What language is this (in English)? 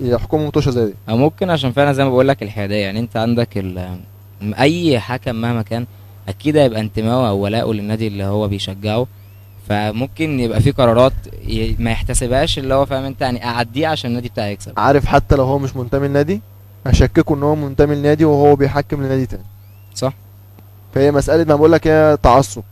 Egyptian Arabic